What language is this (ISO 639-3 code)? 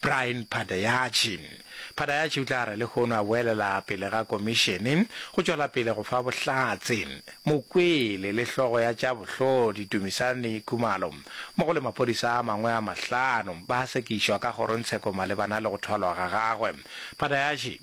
nso